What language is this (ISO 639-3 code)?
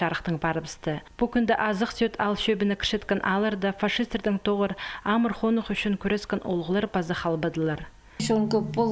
kjh